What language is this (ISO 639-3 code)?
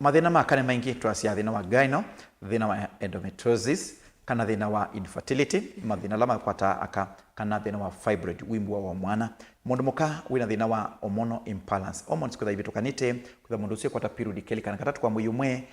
kam